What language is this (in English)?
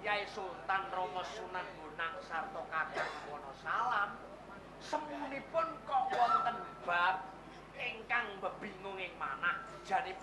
Javanese